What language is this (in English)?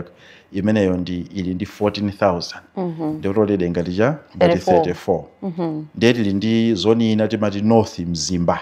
Nyanja